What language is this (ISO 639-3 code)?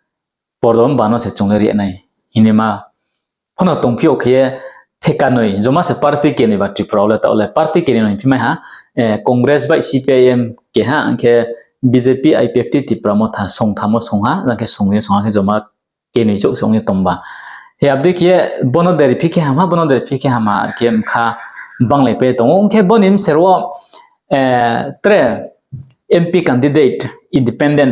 ria